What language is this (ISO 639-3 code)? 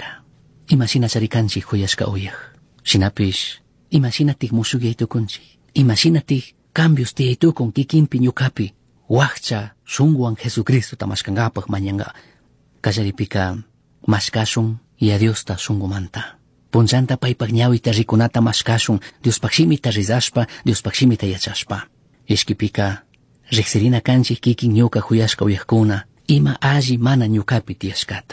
qug